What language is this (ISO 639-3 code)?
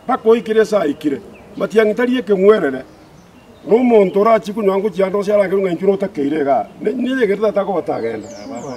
guz